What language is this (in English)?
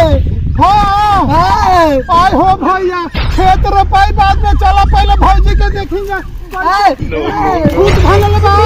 Bhojpuri